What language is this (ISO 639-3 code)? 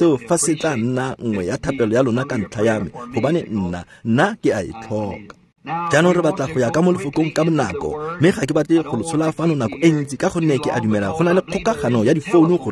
tsn